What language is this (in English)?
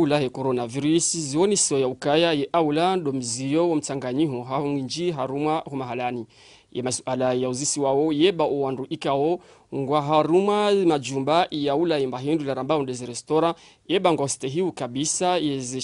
Ngazidja Comorian